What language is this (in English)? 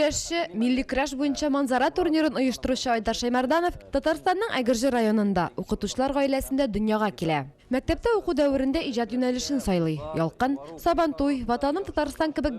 Tatar